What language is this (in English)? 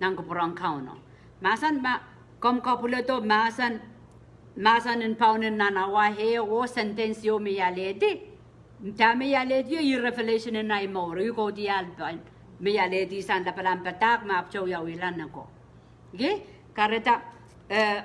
Pohnpeian